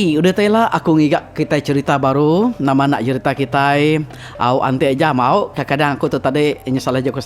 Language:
Iban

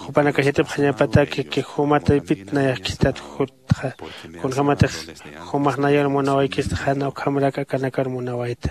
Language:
Aymara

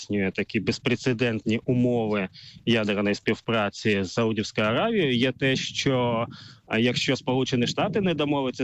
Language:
Ukrainian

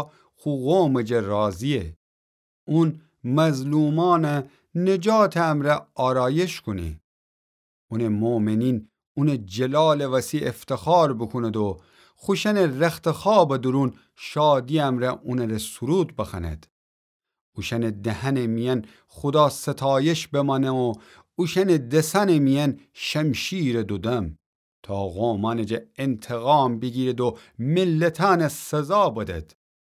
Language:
Gilaki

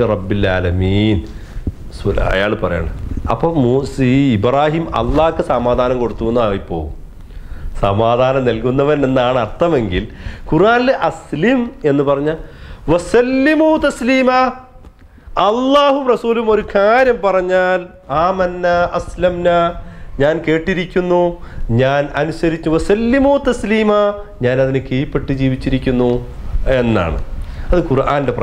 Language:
Malayalam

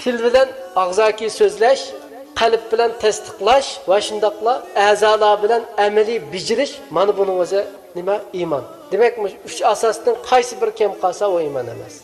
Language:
Uyghur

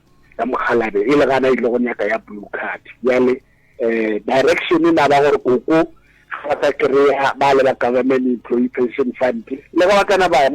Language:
Northern Sotho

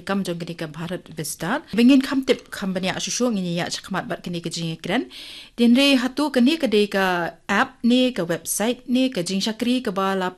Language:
Khasi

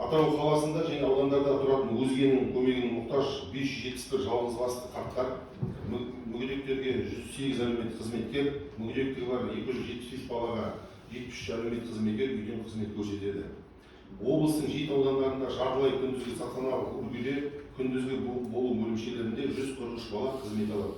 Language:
Kazakh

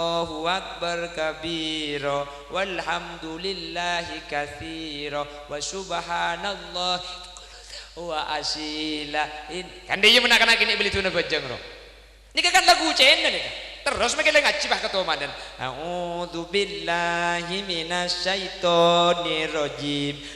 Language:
Madurese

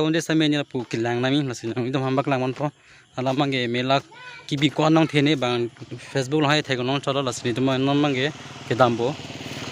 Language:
Karbi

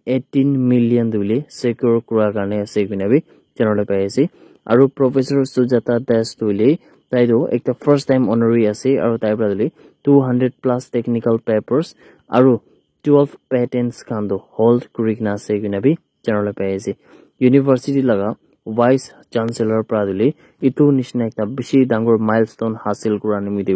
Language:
Naga Pidgin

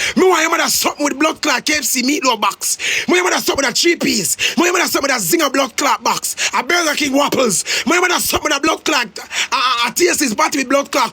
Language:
Jamaican Creole English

